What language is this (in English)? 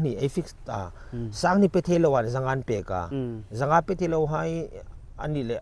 Hmar